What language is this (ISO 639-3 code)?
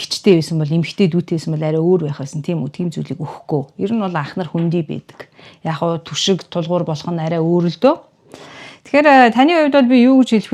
mon